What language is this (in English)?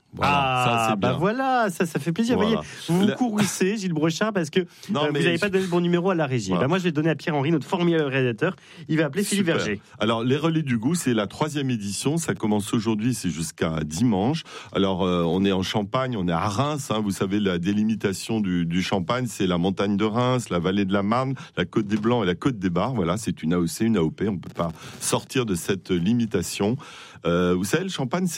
French